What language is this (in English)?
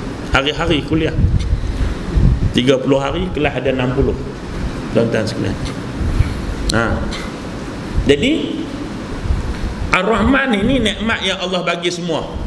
Malay